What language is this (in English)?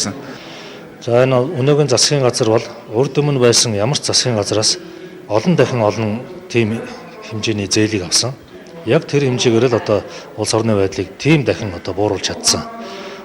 Mongolian